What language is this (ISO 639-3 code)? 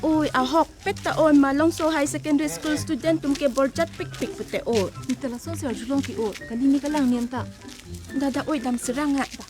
mjw